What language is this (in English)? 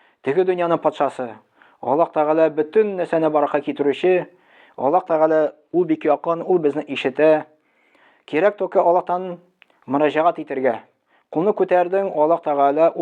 Tatar